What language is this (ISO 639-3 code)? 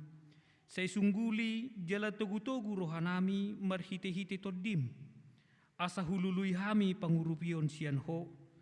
bbc